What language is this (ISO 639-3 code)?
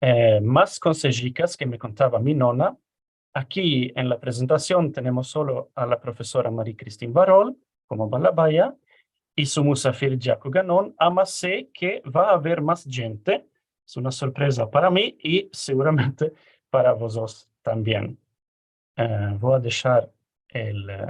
lad